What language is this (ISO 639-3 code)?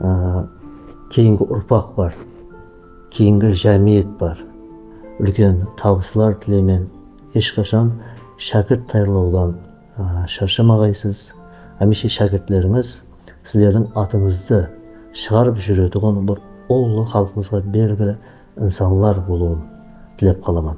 kaa